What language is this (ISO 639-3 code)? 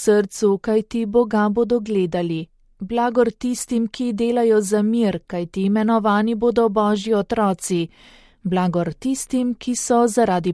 slv